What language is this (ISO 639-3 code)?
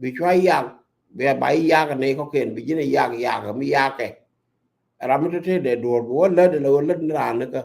nus